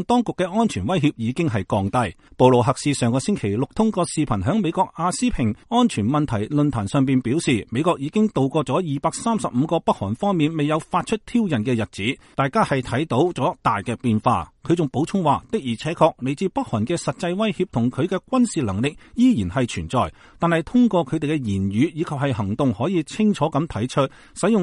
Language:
Cantonese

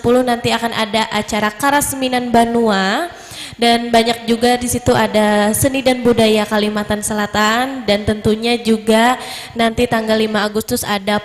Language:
Banjar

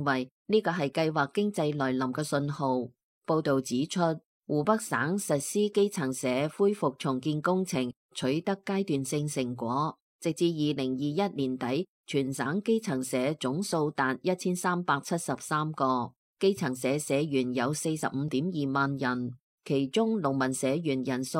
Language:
Cantonese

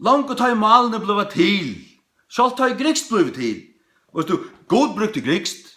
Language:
Faroese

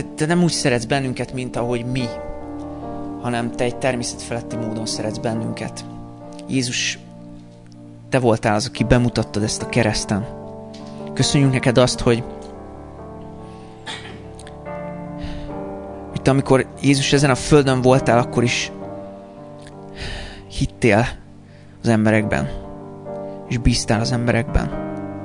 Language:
Hungarian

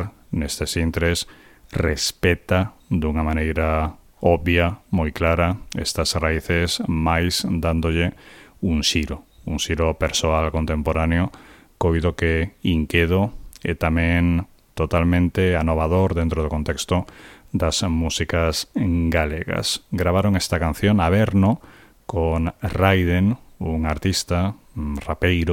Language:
Galician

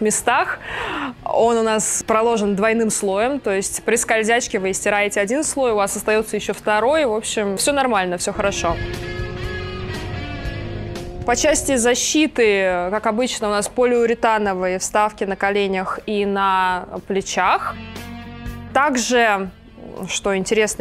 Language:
Russian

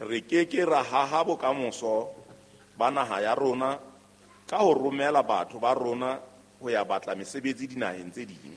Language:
Southern Sotho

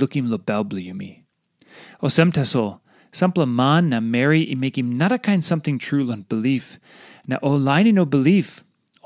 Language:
Tok Pisin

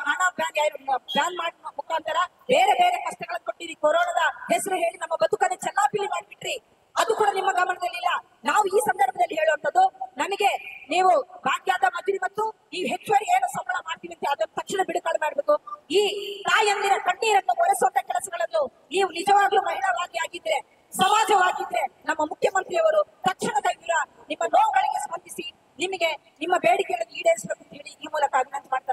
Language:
Kannada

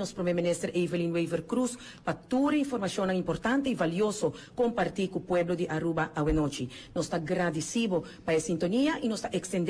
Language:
Papiamento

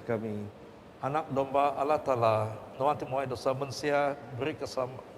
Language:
Iban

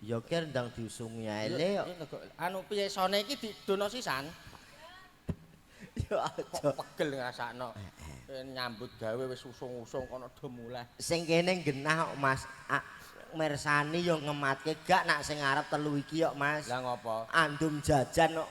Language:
Javanese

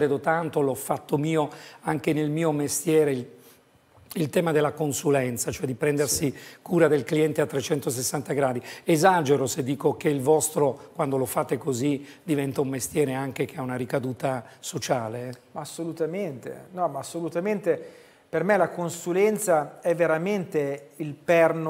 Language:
Italian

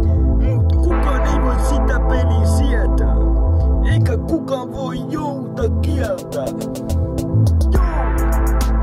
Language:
Finnish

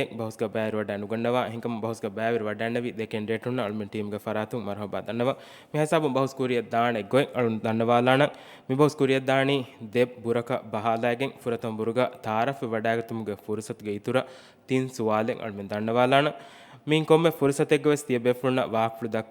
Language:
Divehi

